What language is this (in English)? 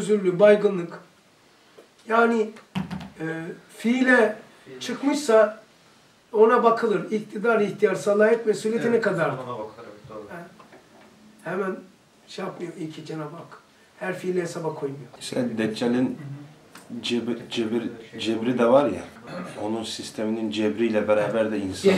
Turkish